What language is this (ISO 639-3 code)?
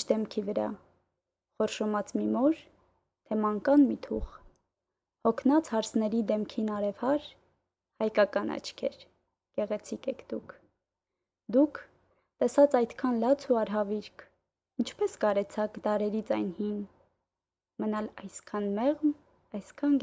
hye